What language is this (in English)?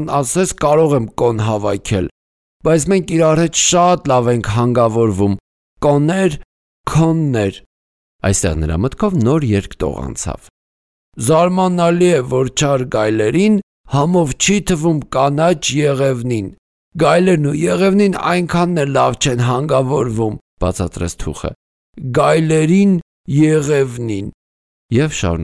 Armenian